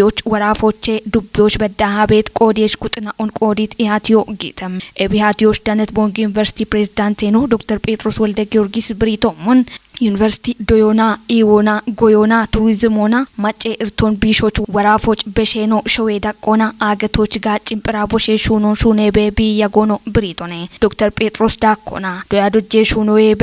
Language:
Kafa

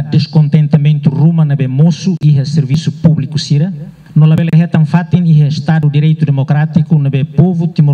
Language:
Tetum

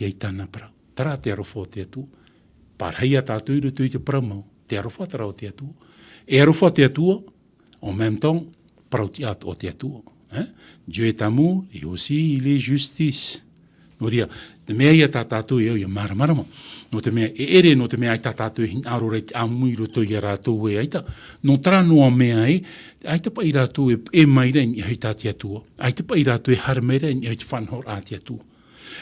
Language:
Tahitian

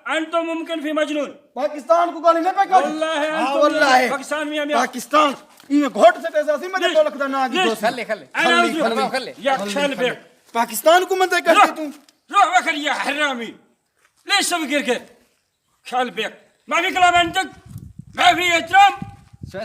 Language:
Saraiki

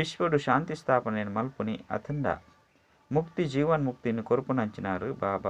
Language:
Tulu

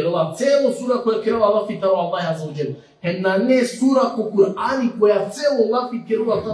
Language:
Balkan Romani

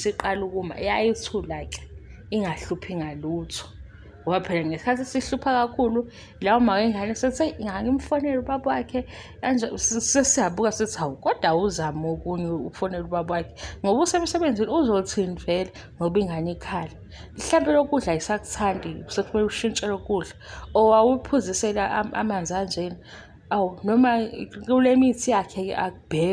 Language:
Zulu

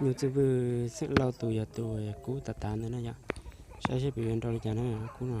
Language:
Hmong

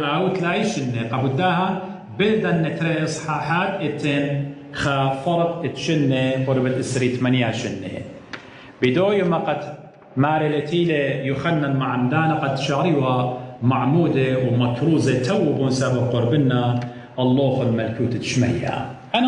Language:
Assyrian Neo-Aramaic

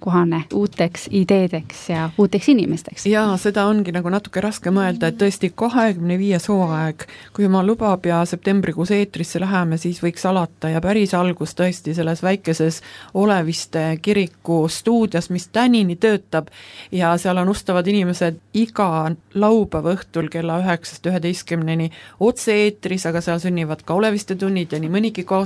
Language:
Estonian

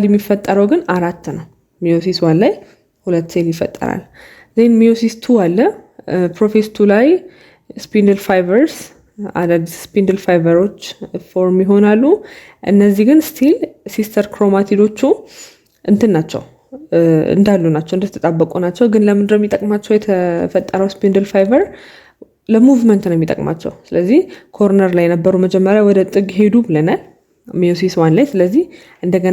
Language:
Amharic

